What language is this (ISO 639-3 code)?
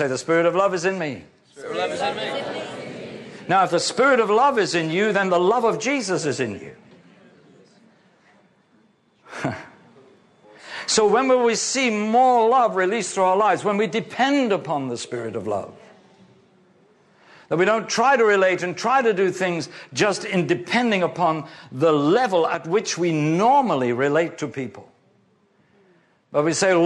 eng